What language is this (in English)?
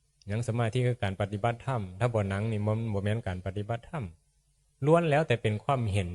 Northeastern Thai